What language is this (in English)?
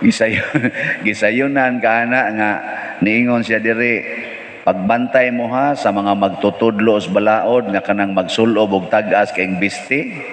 Cebuano